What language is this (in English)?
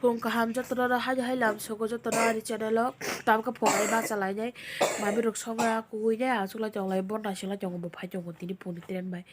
Kok Borok